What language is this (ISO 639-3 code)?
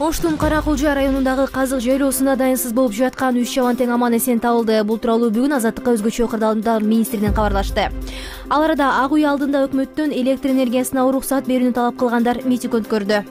kir